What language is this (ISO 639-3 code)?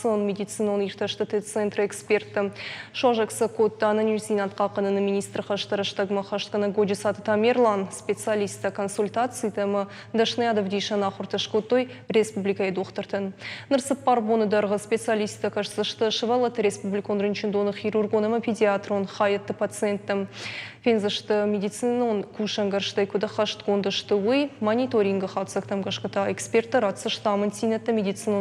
oss